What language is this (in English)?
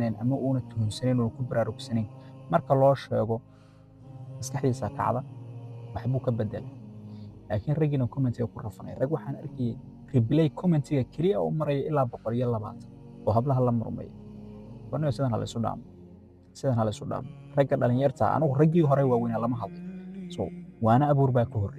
Somali